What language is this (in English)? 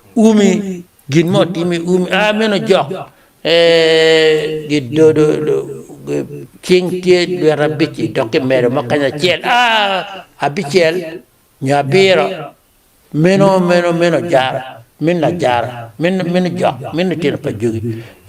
Acoli